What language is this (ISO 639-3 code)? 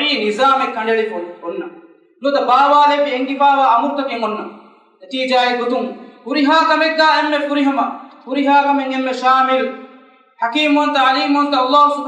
div